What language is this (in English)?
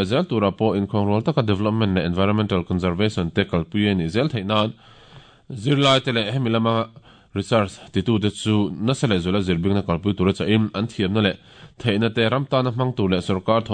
Mizo